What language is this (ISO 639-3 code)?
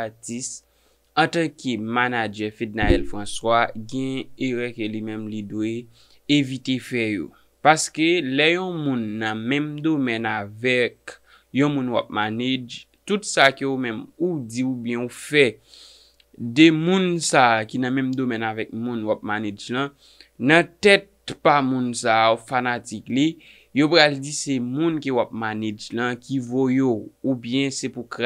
hat